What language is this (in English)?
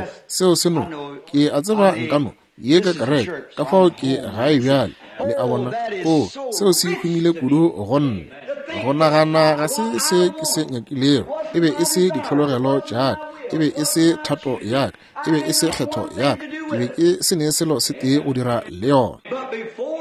Northern Sotho